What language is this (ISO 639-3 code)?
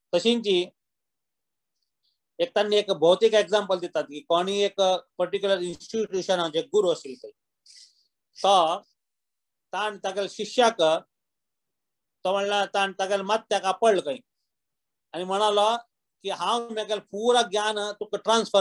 kok